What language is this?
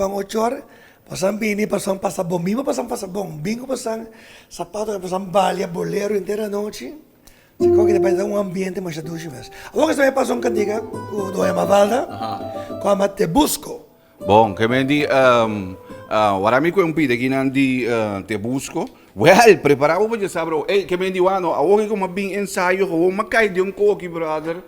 Papiamento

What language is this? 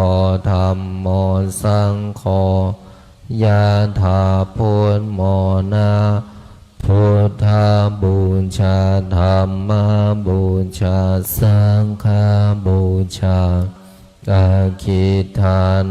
Pali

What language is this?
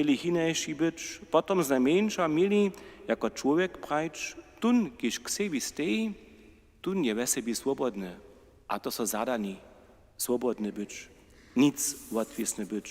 Upper Sorbian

